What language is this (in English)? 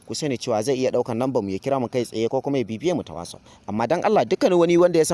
Hausa